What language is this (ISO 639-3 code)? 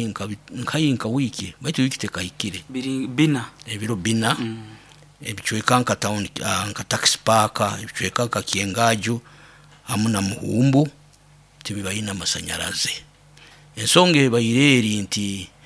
nyo